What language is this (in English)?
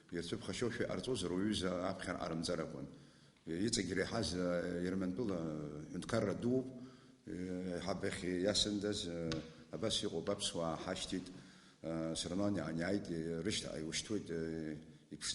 Abkhazian